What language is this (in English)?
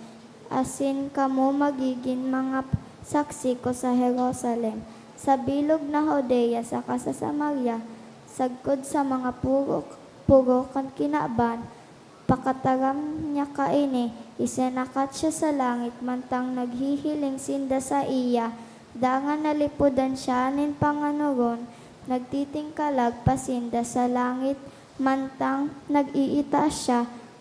Bikol